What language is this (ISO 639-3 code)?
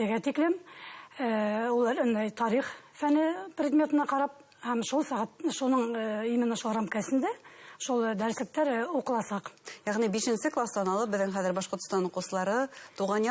bak